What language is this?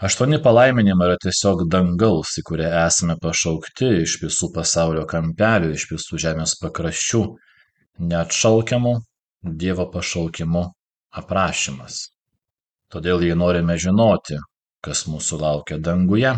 Lithuanian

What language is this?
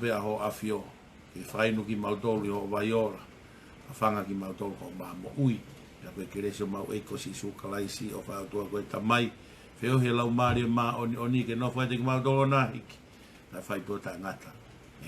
Tongan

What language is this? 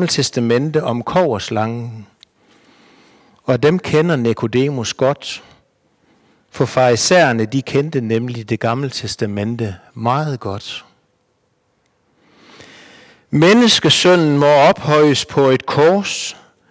Danish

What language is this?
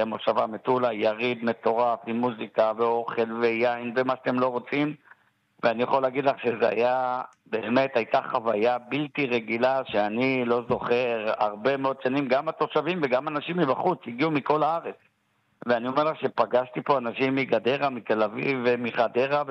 Hebrew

